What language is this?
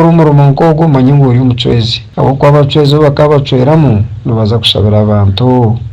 Nyankole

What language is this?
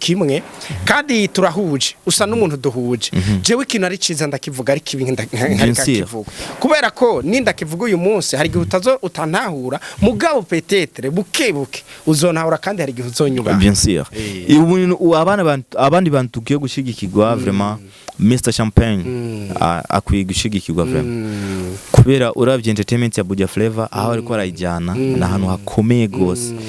Rundi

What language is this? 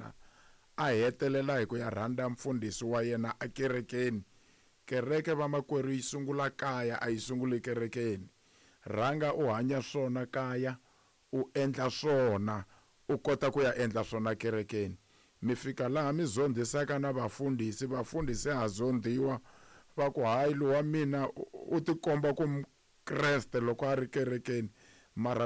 Tsonga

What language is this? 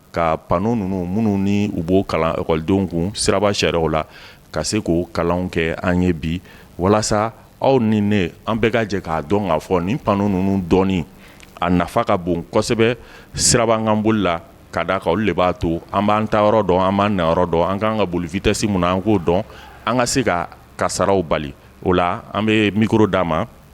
Bambara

